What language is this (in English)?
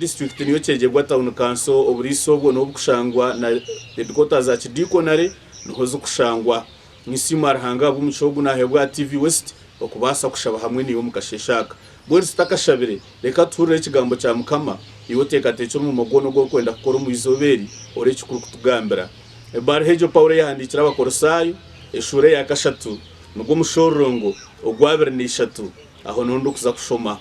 Nyankole